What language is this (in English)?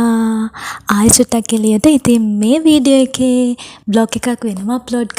Sinhala